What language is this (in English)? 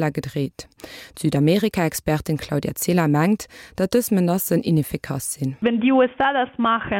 Luxembourgish